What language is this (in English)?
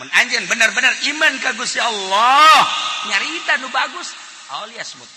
Sundanese